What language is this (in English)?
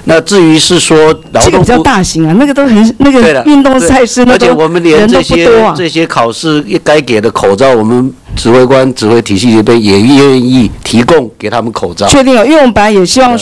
Chinese